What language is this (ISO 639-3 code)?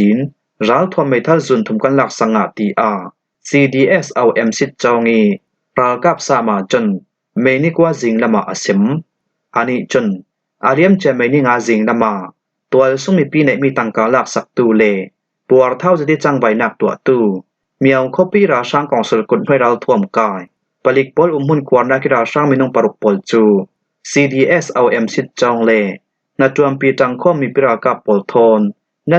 cfm